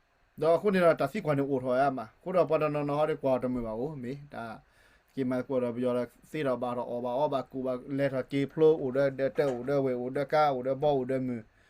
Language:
S'gaw Karen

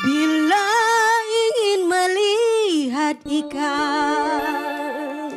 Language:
Musi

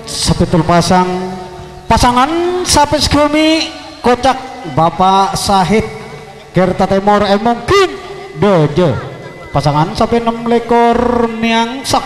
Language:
Madurese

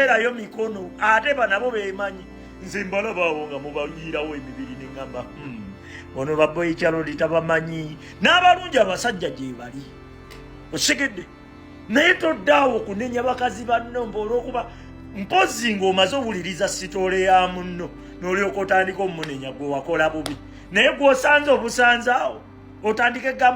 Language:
Ganda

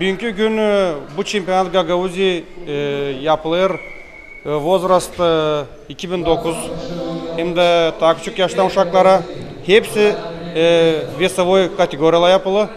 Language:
Gagauz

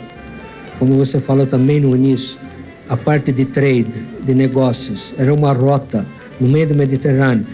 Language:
Portuguese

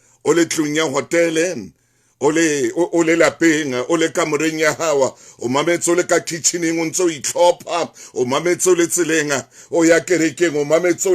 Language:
Southern Sotho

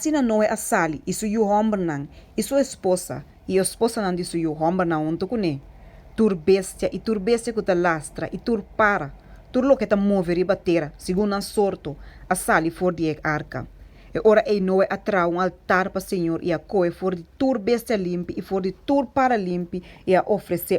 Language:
Papiamento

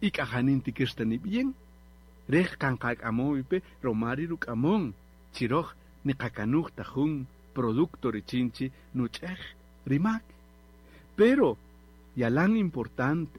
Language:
Kaqchikel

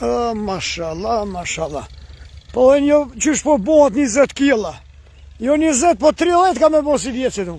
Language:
Albanian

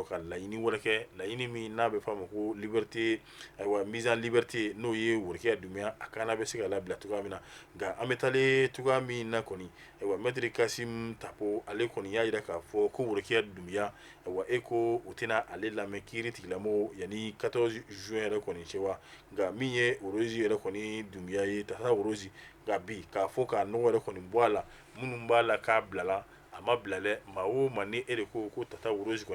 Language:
Bambara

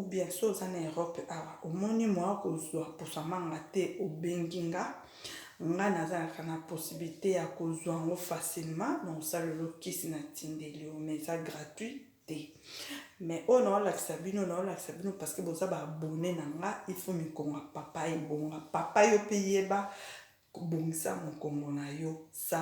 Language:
Lingala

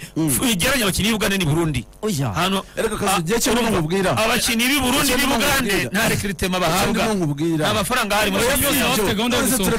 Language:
Kinyarwanda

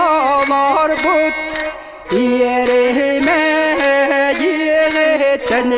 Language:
Yakut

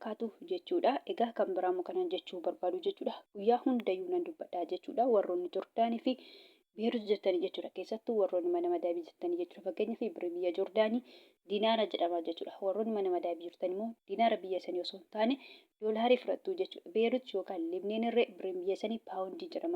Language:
Oromo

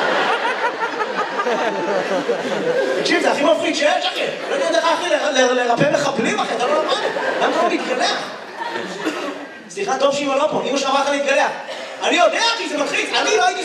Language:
Hebrew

